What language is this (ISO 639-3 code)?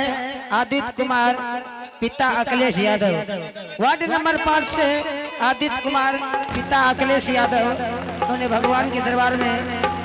anp